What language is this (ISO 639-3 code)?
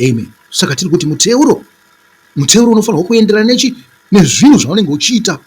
sna